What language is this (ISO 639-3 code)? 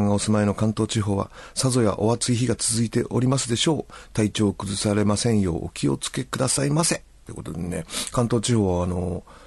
jpn